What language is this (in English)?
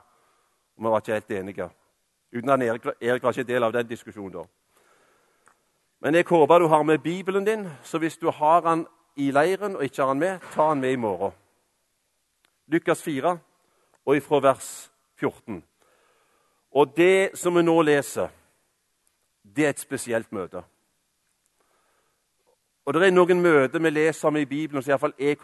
Norwegian